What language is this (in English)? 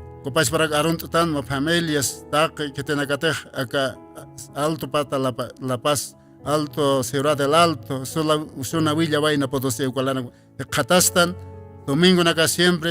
Aymara